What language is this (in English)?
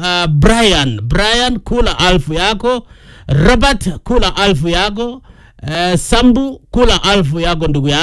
Swahili